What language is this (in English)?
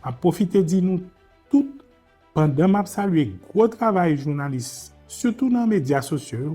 Haitian Creole